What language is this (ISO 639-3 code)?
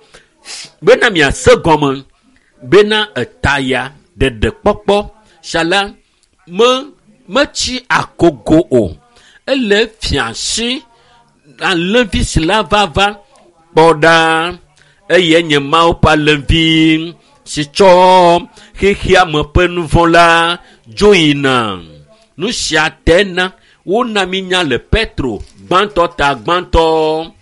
ewe